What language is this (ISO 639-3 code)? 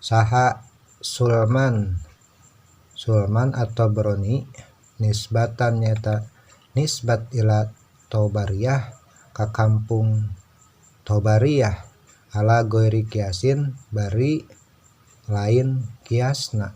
sun